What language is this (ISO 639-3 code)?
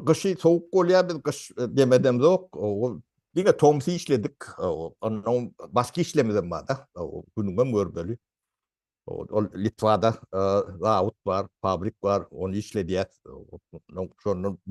tuk